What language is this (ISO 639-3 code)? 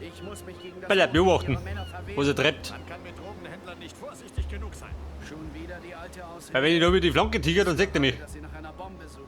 bar